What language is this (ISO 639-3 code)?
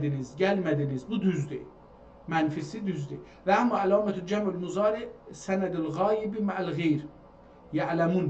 azb